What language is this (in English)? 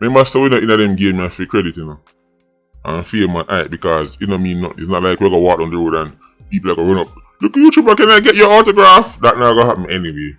Jamaican Creole English